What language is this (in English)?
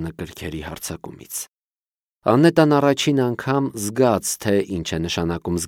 Armenian